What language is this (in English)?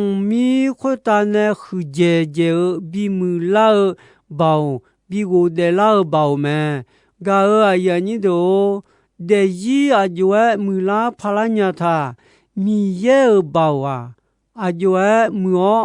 Akha